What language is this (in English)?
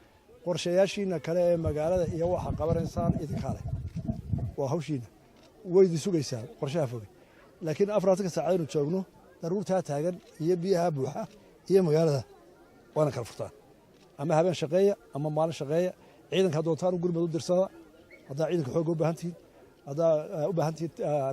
Somali